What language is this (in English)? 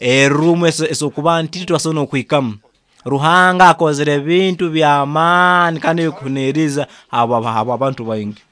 Nyoro